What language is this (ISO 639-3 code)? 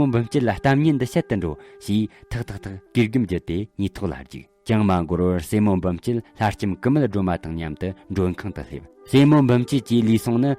bod